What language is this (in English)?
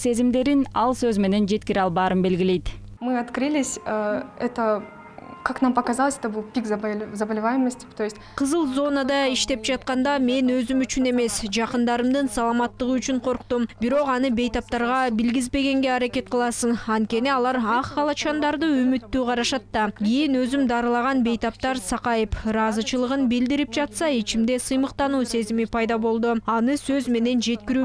Kyrgyz